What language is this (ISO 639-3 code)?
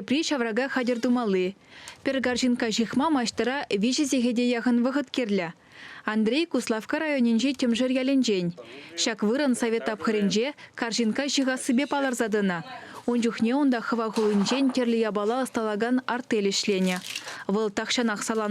chv